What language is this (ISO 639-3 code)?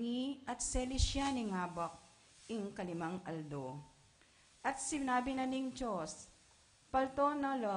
pam